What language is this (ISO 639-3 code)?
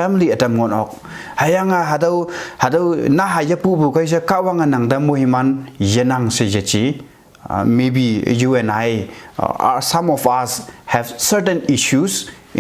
nbe